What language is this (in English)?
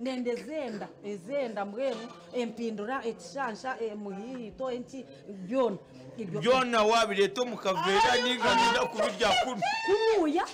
Nyankole